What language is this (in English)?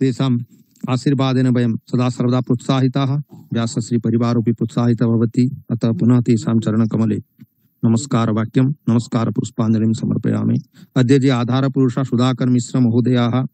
Sanskrit